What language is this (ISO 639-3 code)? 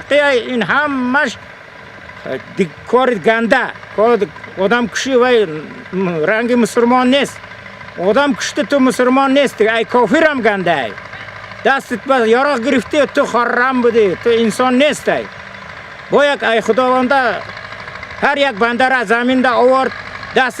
tgk